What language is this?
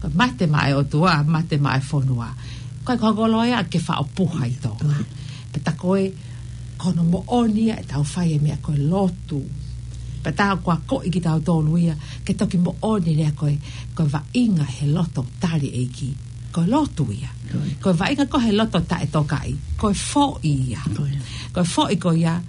Tongan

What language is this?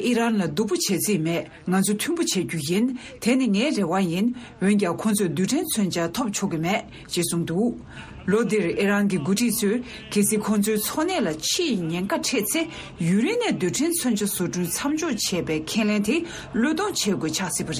Tibetan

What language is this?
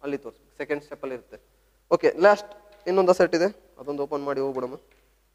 Kannada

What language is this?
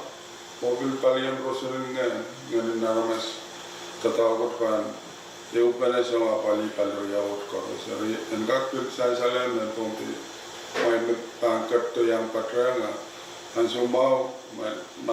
Pohnpeian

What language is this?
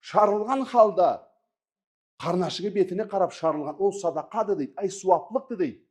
Karachay-Balkar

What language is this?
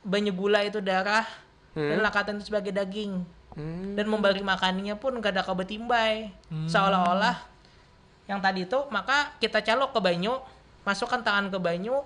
Banjar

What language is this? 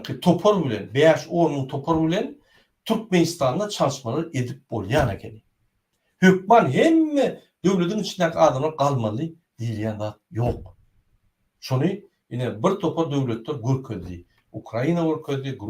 Turkmen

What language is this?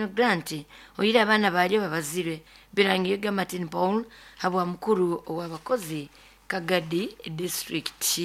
Nyoro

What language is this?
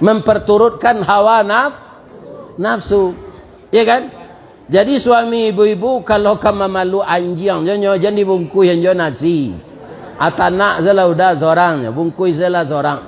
Minangkabau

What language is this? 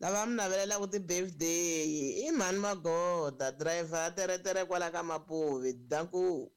Tsonga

